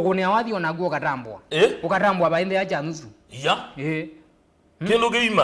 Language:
Kamba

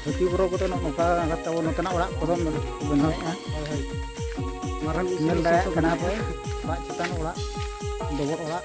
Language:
Santali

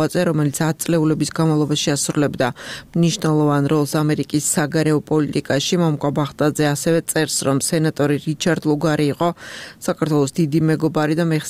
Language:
Georgian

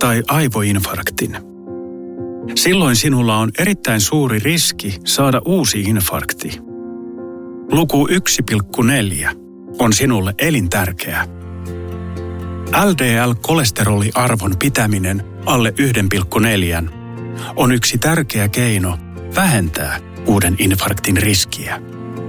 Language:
Finnish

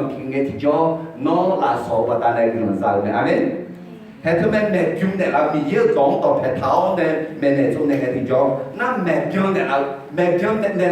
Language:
Akha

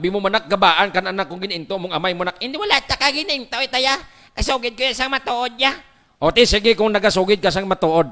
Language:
Hiligaynon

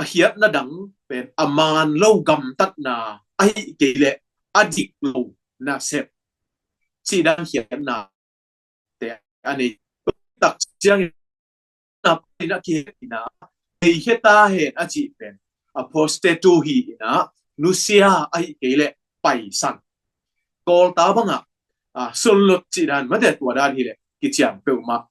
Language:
Tedim Chin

